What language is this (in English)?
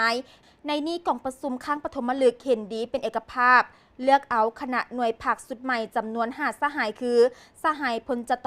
Lao